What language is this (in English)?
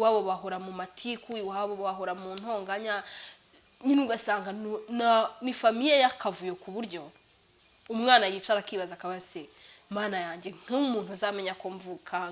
Kinyarwanda